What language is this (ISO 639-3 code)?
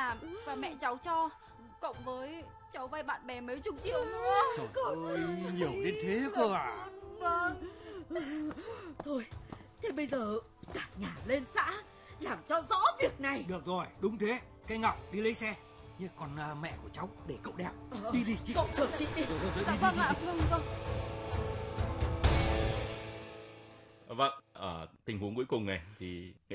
vie